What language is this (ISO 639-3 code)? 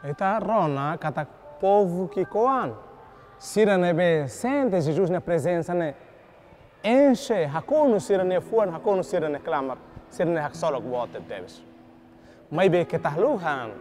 tet